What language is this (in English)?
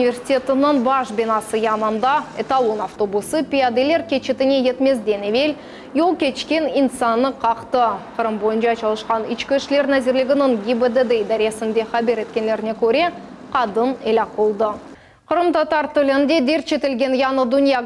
Crimean Tatar